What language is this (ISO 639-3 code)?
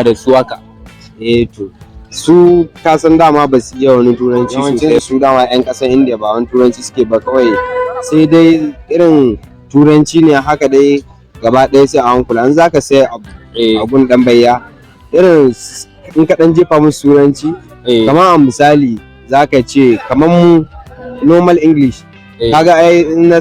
hau